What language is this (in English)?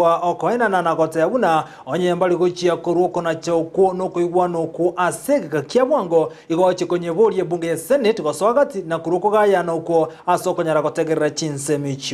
Gusii